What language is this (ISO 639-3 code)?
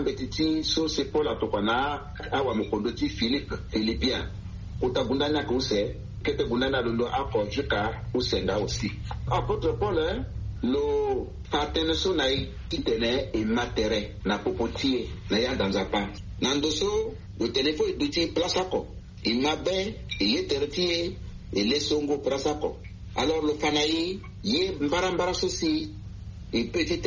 sag